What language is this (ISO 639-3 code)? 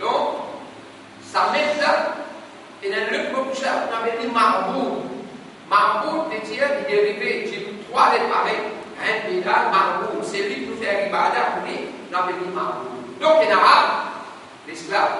mfe